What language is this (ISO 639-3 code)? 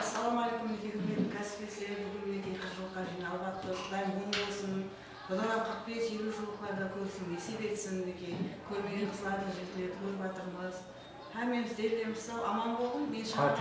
kaa